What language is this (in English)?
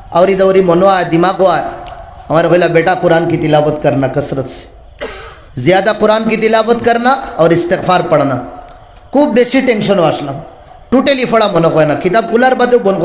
Sylheti